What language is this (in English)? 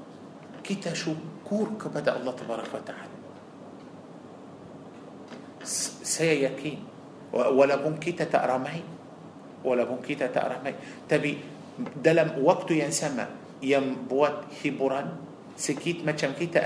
Malay